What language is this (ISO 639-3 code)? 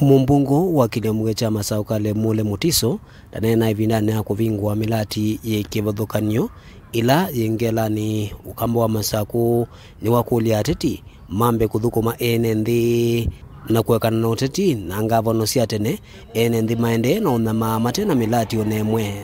kam